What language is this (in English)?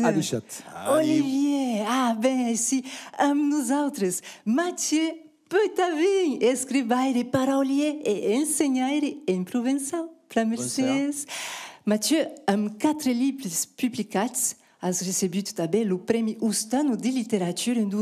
Occitan